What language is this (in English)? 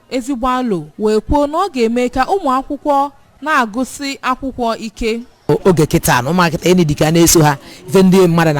Igbo